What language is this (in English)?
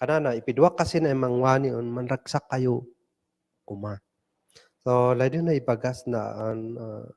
Kankanaey